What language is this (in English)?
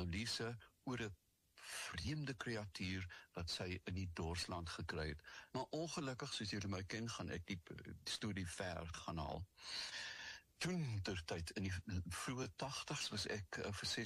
Afrikaans